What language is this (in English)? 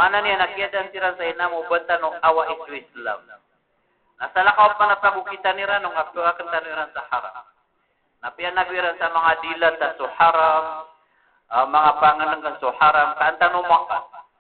Maranao